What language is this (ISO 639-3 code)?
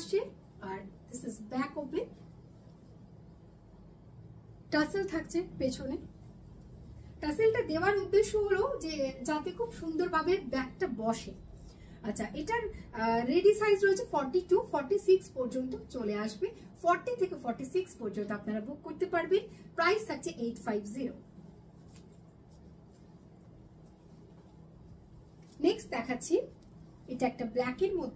ben